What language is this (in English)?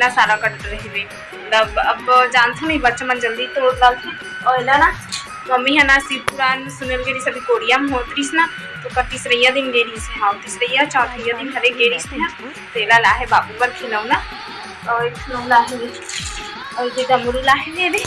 Chhattisgarhi